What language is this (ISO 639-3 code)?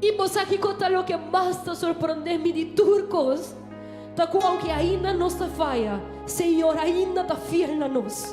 pap